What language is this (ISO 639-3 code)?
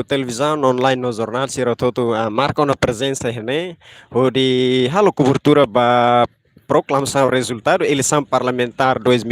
tet